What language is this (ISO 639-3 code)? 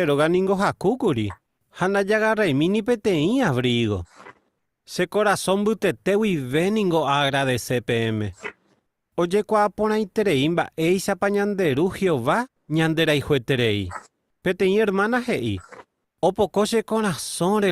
grn